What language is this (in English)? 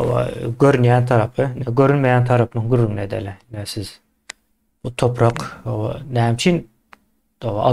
Turkmen